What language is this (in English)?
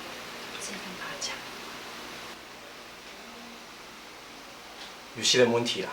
Hakka Chinese